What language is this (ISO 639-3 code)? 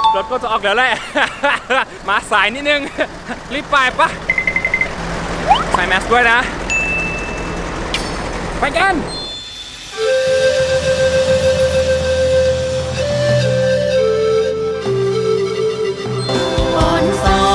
tha